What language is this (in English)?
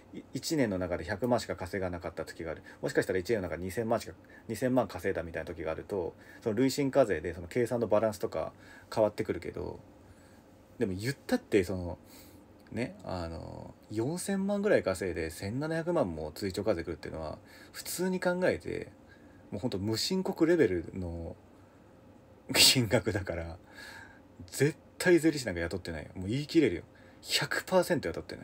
Japanese